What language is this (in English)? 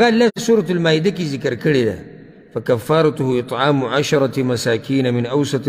Pashto